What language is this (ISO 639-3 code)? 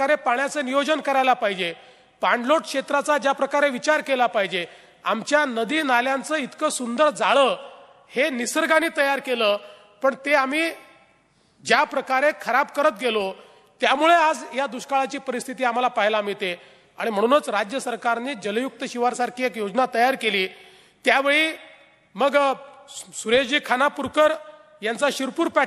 mar